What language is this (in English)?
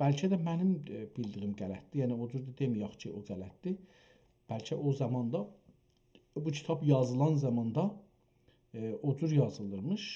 South Azerbaijani